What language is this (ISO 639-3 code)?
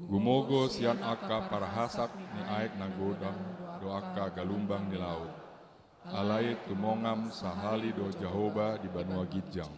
bbc